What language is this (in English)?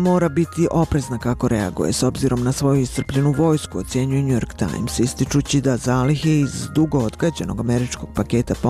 Bosnian